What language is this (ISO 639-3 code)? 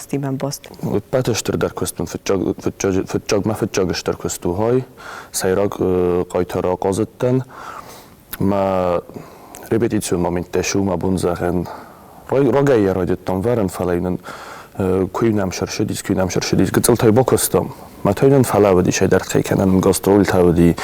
oss